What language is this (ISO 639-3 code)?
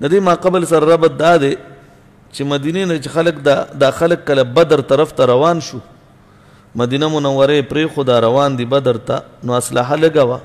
pus